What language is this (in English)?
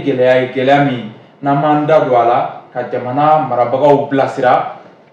Bambara